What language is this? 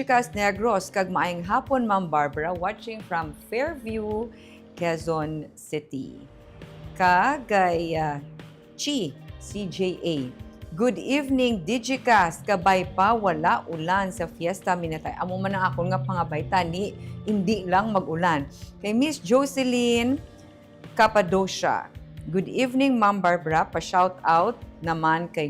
Hiligaynon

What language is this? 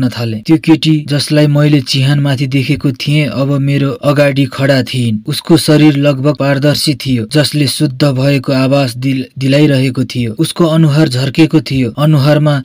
Nepali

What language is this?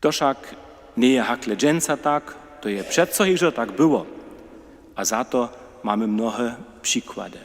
Upper Sorbian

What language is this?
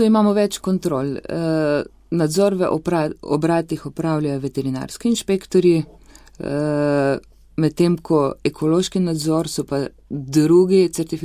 Slovenian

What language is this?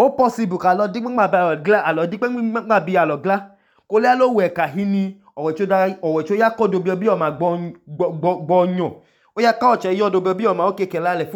Idoma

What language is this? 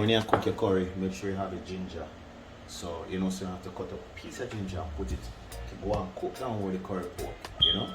Jamaican Creole English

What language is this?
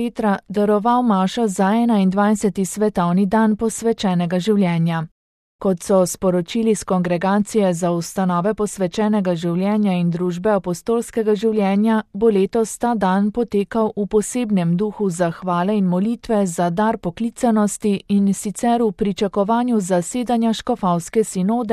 Slovenian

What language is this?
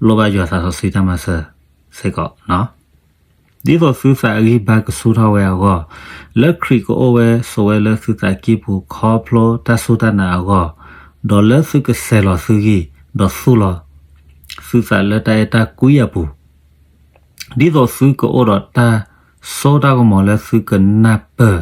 S'gaw Karen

